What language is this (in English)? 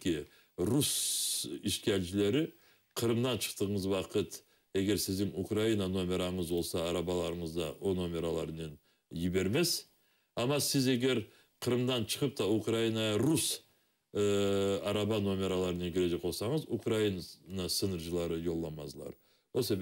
Crimean Tatar